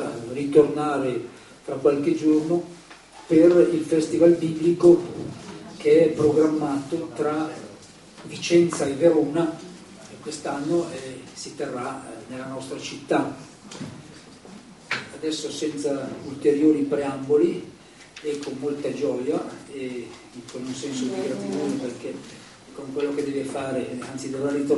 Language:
Italian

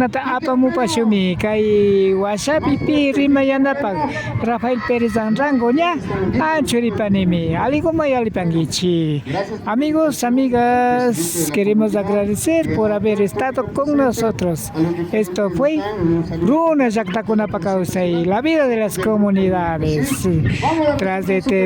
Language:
Imbabura Highland Quichua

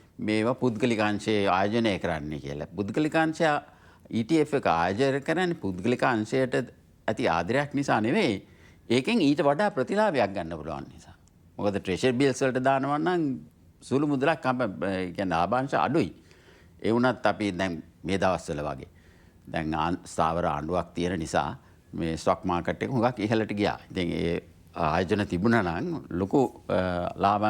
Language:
Sinhala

